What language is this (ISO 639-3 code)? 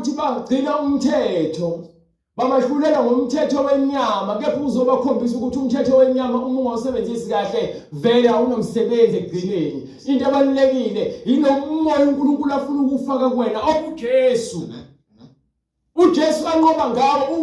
zul